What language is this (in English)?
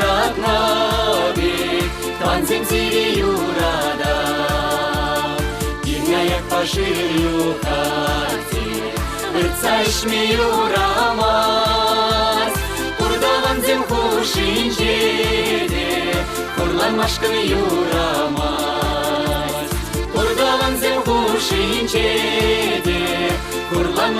Chuvash